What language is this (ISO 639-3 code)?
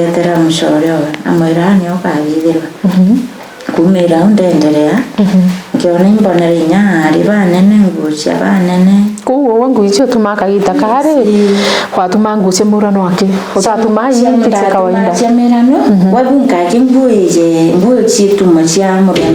mer